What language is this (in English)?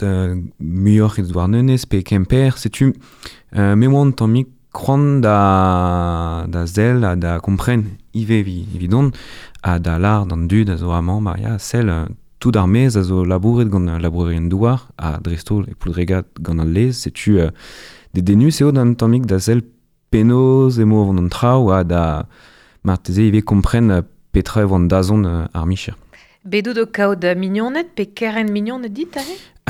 Breton